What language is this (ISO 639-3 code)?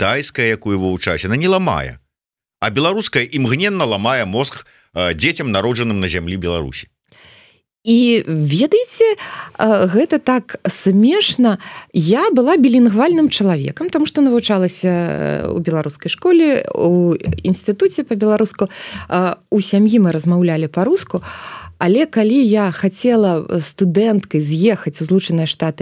bel